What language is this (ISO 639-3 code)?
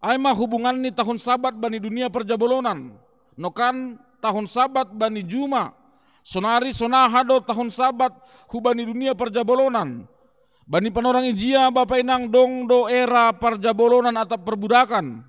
bts